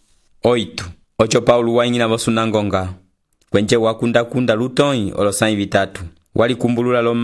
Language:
Umbundu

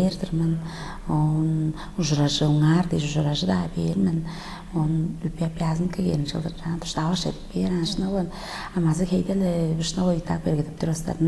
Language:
Tuvinian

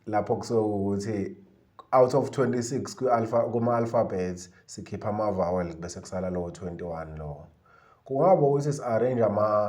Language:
Zulu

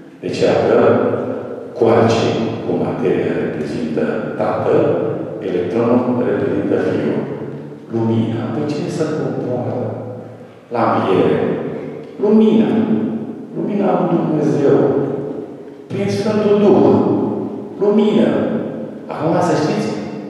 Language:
Romanian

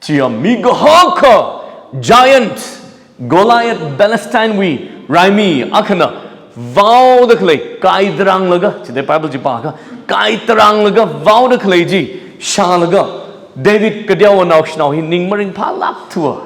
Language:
Tangkhul Naga (India)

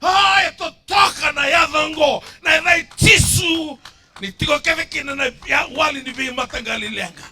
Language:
Fijian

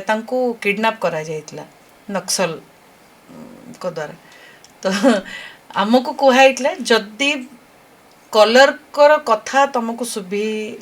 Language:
Odia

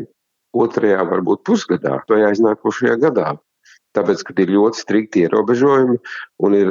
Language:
Latvian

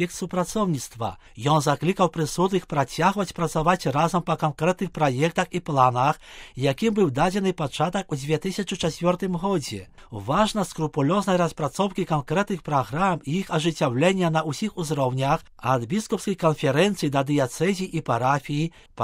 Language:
Belarusian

